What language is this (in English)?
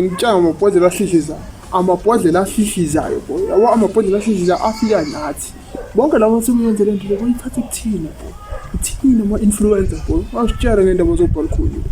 Zulu